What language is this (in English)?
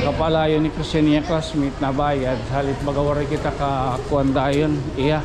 Waray